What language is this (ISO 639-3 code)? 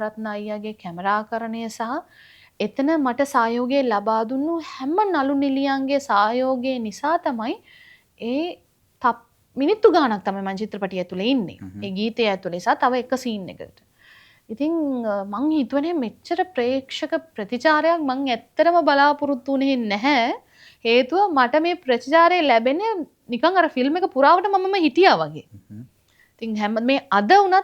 sin